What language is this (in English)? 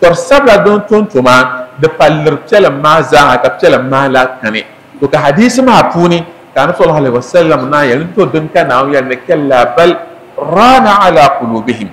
Dagbani